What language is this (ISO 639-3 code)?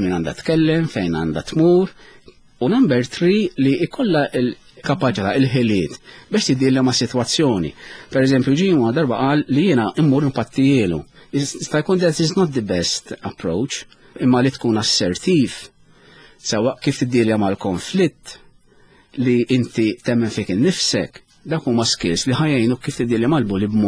mlt